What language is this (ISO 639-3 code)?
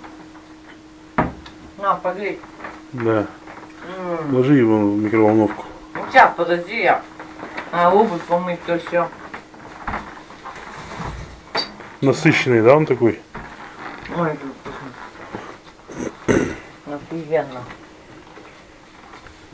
rus